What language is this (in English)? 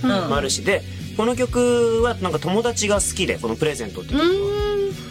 Japanese